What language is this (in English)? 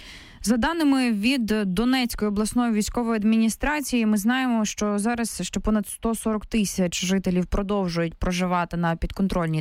Ukrainian